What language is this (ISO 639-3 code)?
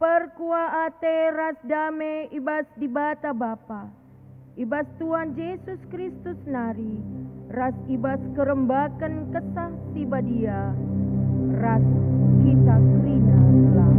btx